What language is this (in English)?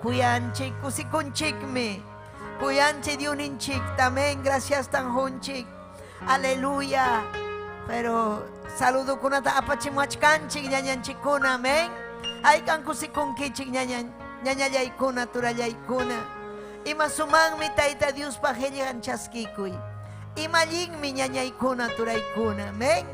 Ayacucho Quechua